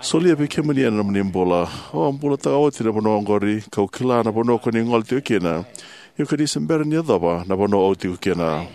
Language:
Fijian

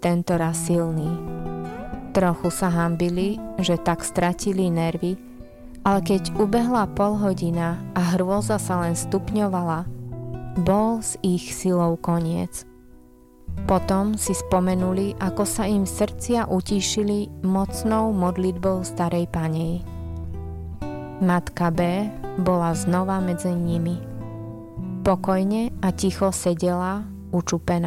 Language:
Slovak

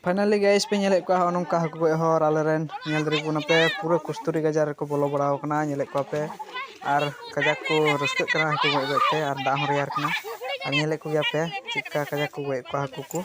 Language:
Santali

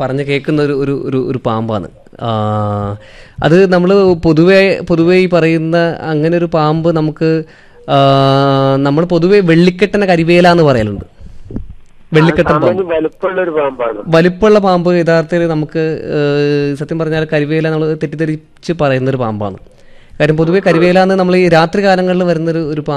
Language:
Malayalam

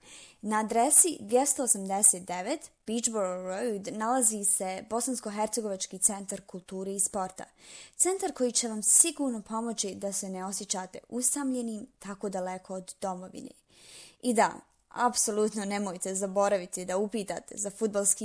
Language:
Bosnian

